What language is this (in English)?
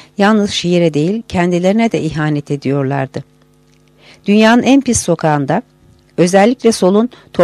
Turkish